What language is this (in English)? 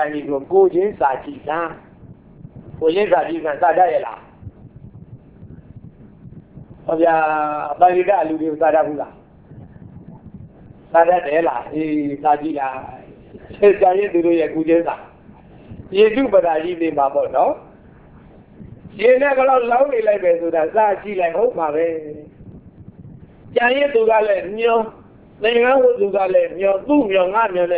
Burmese